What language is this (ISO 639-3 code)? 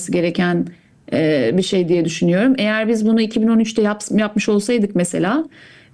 tur